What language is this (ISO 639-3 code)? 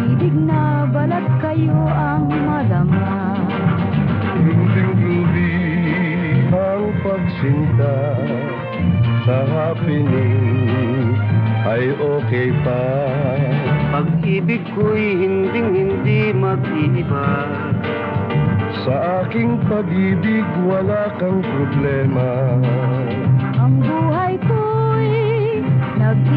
fil